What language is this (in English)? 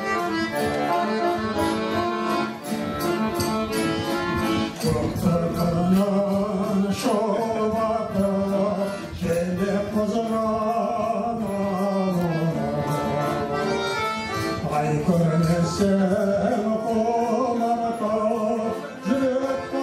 Kazakh